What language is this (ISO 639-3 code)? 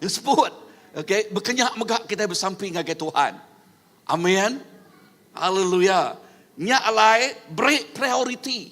iba